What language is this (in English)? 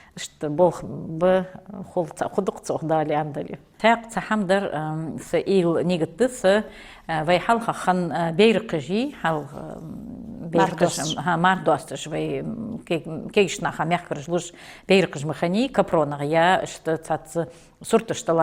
Ingush